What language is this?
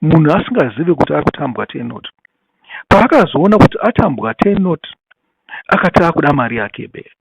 Shona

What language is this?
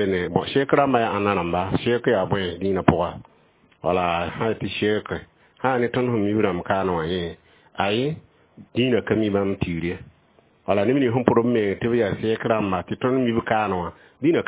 Mossi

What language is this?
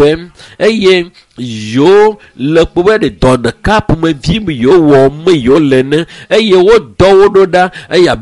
Ewe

